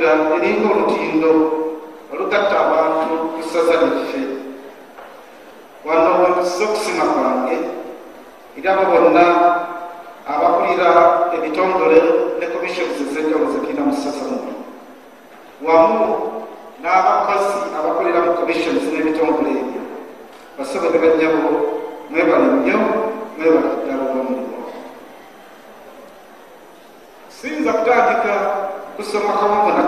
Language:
Ganda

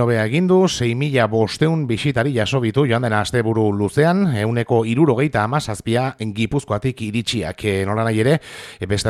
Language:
Basque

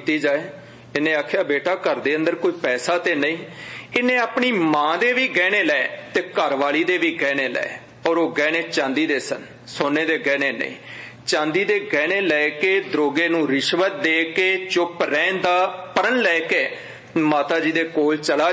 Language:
Punjabi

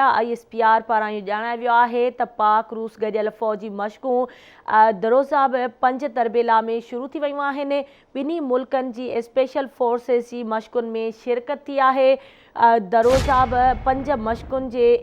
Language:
Sindhi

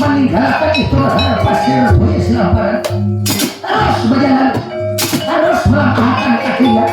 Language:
Banjar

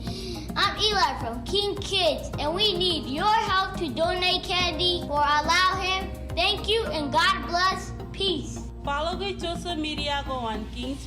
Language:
Marshallese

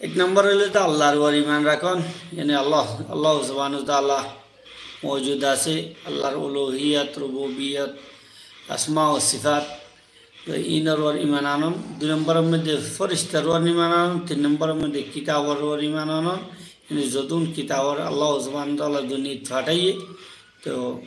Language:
Rohingya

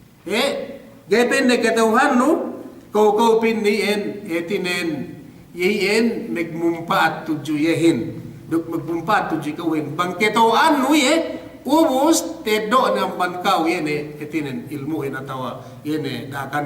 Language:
Yakan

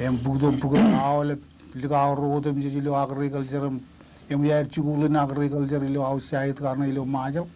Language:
Marshallese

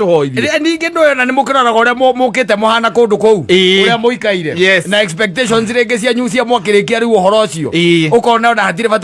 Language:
Kikuyu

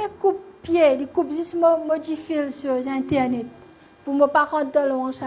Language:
Morisyen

